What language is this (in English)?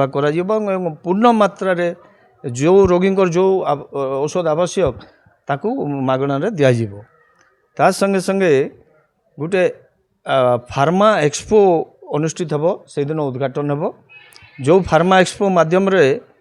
Odia